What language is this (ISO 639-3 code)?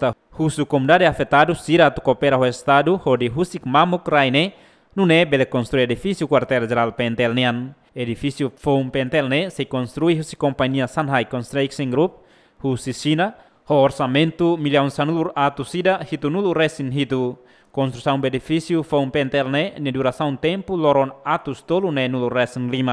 tet